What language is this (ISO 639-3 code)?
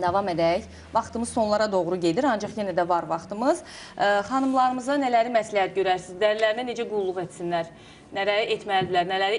aze